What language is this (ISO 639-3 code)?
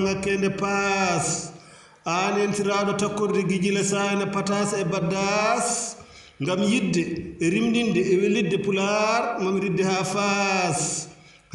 ful